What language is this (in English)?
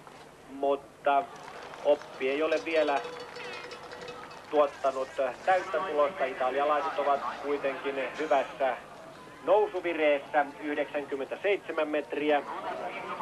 Finnish